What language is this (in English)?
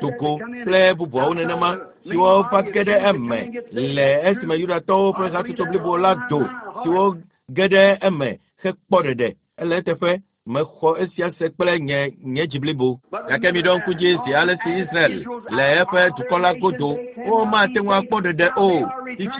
Ewe